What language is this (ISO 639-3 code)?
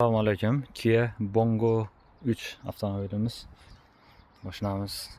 uzb